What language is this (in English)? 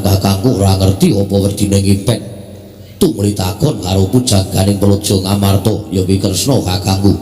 Javanese